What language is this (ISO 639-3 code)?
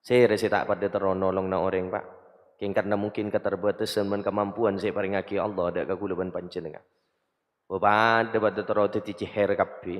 mad